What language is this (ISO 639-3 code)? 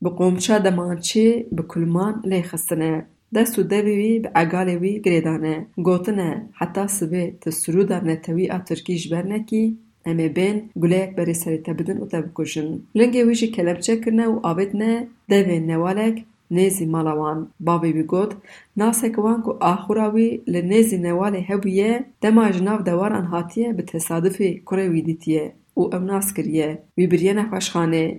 kur